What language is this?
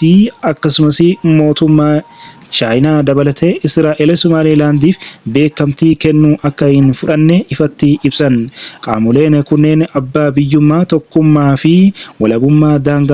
Oromo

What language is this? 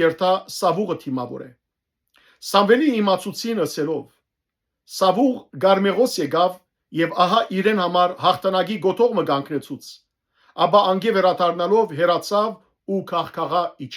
Western Armenian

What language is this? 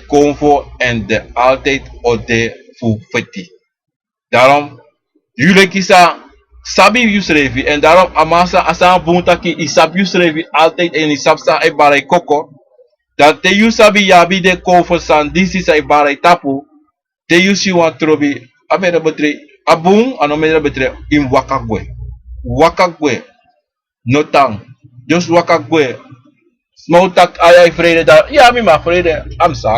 Sranan Tongo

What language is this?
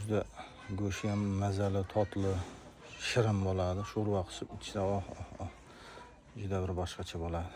Uzbek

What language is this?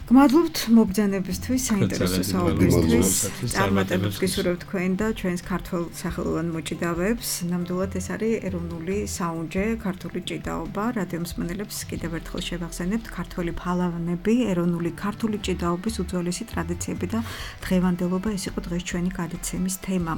Georgian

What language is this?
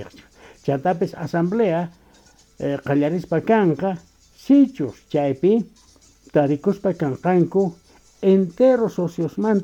Quechua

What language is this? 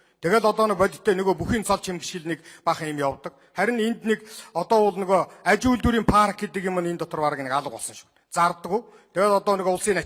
Mongolian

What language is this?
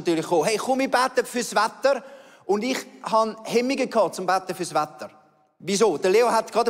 Swiss German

